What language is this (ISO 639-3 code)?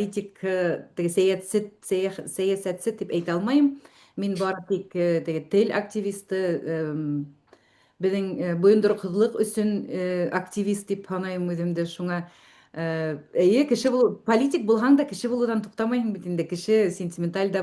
bak